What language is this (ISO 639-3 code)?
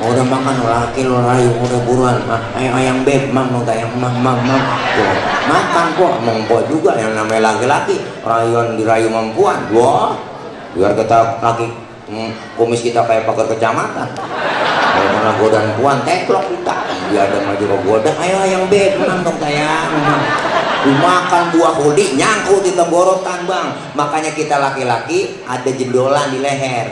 bew